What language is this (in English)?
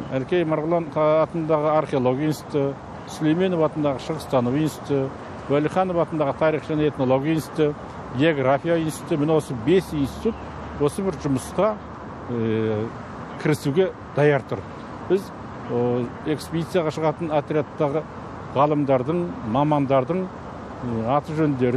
Kazakh